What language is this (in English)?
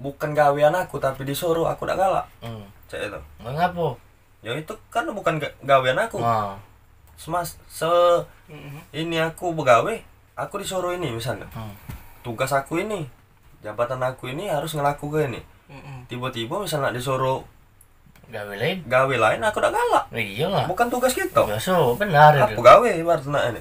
Musi